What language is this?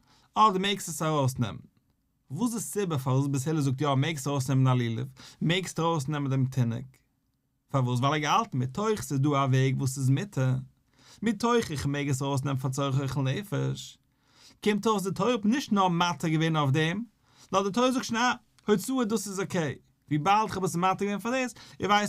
Yiddish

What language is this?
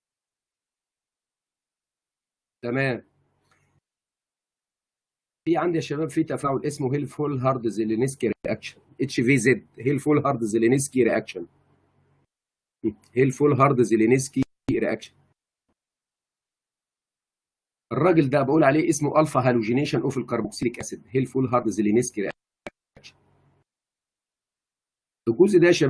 Egyptian Arabic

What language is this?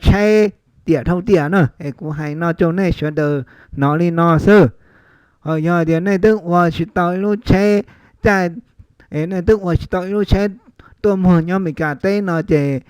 Hmong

